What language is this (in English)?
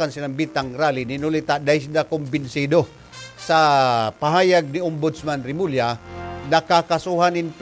Bikol